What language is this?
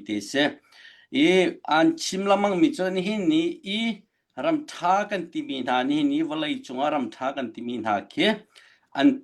Hakha Chin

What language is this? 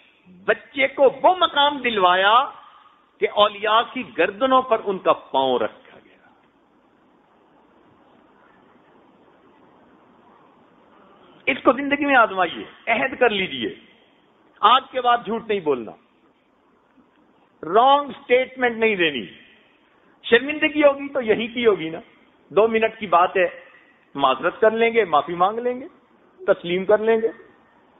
Urdu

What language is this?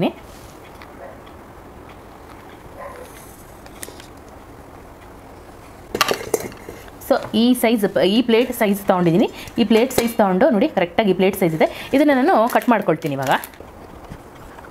Kannada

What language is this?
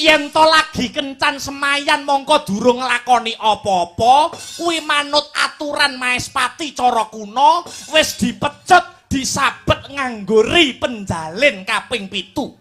Javanese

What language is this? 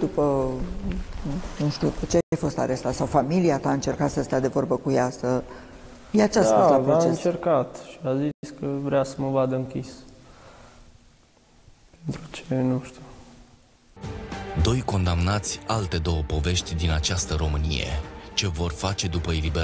Romanian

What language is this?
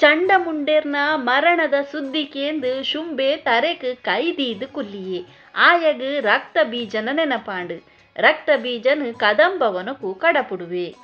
Tulu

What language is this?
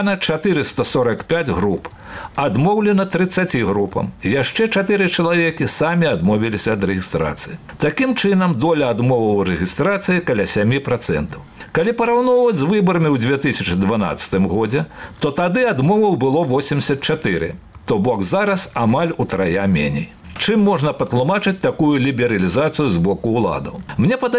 Belarusian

